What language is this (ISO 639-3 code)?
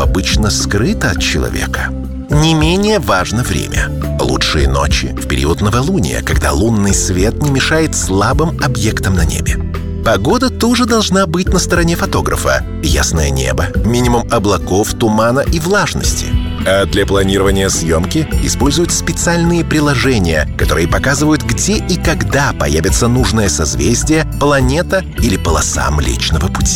rus